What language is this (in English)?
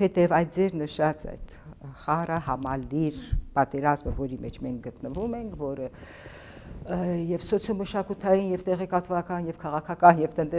Armenian